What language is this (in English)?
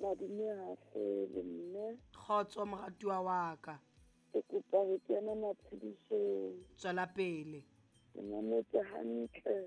Southern Sotho